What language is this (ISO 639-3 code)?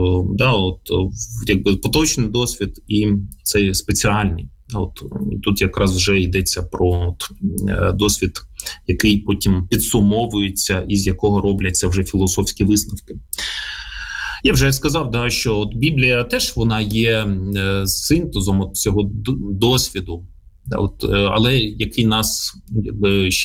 ukr